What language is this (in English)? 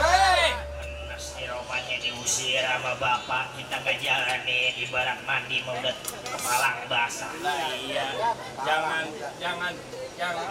Betawi